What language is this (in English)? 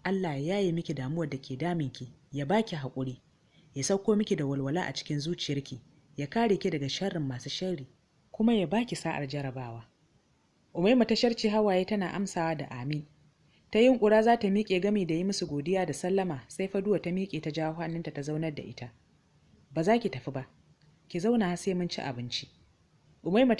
Hausa